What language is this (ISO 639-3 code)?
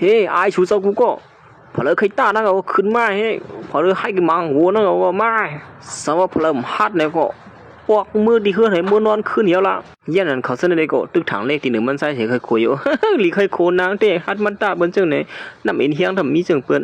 shn